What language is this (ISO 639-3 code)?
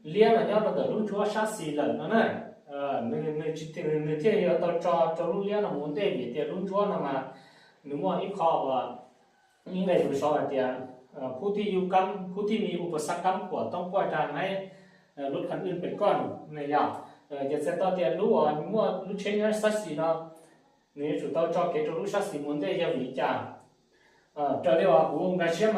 hmn